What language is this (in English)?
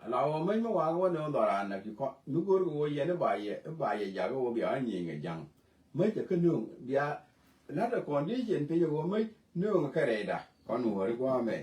Nuer